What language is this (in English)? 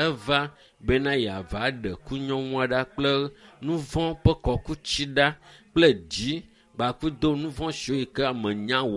Ewe